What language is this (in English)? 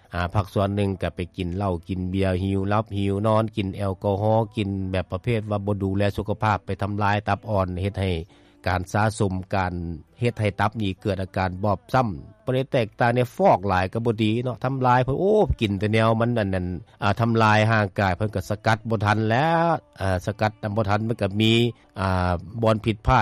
Lao